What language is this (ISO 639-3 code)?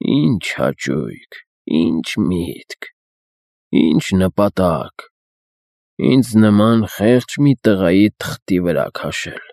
hye